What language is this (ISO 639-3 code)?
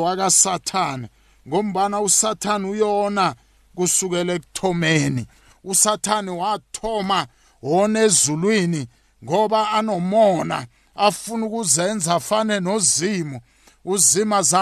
nbl